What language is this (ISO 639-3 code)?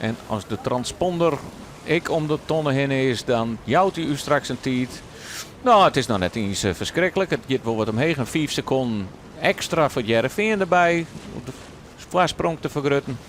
fry